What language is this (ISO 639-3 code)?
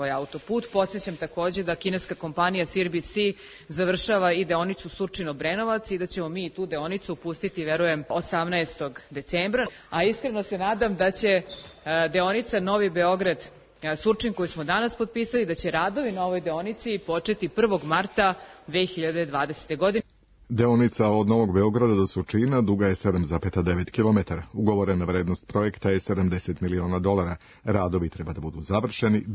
srp